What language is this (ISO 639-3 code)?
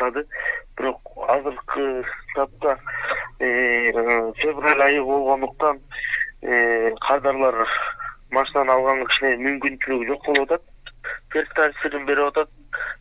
kir